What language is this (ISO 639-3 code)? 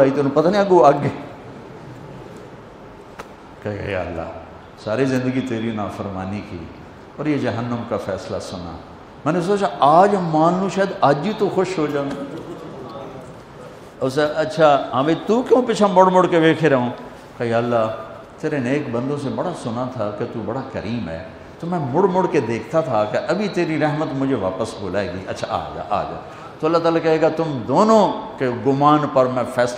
urd